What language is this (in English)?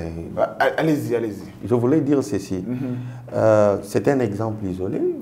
French